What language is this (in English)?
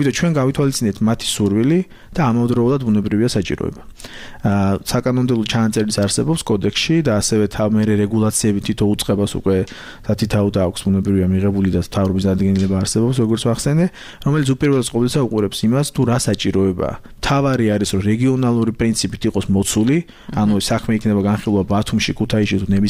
Georgian